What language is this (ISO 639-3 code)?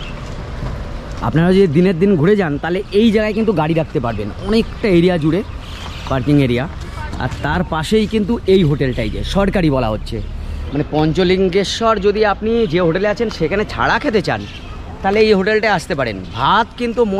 ben